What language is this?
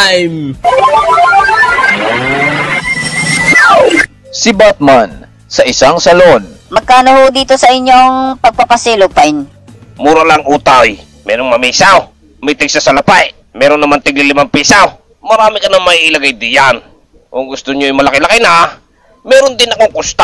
Filipino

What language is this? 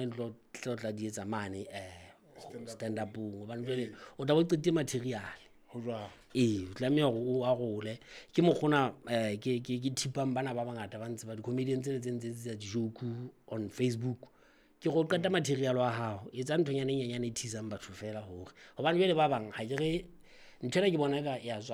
Southern Sotho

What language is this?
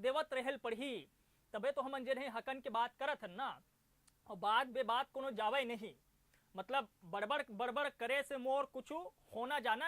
Chhattisgarhi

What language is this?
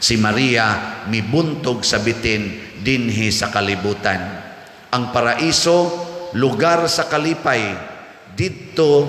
Cebuano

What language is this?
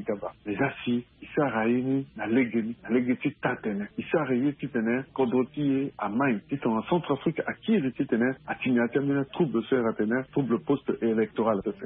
Sango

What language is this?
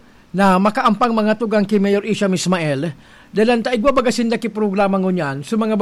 Bikol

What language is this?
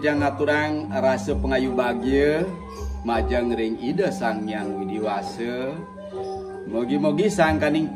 Balinese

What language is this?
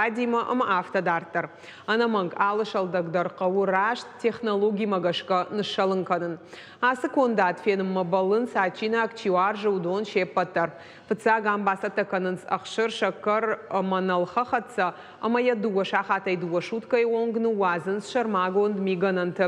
Ossetic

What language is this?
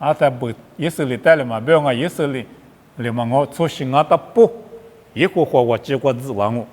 Lisu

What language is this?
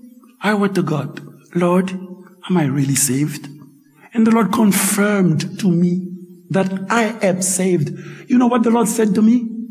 Haitian Creole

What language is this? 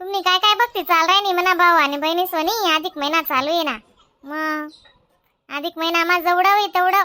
Khandesi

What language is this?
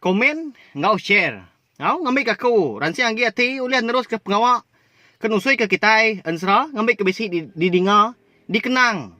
Iban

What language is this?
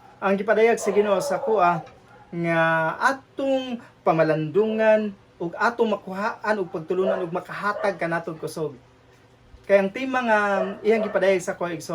Cebuano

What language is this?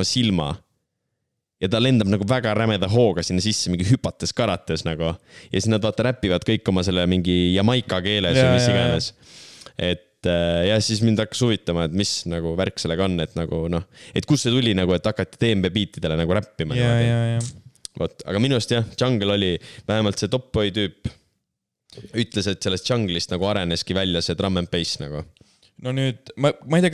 Estonian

